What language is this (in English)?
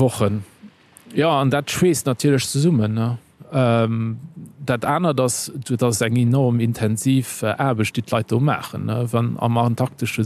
Luxembourgish